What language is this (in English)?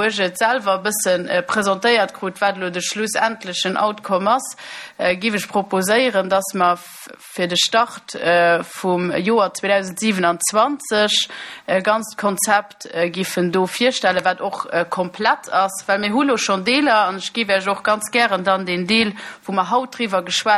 Luxembourgish